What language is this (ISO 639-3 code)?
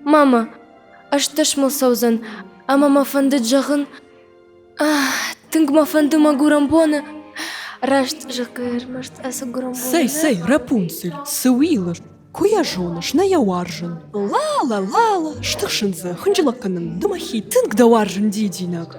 oss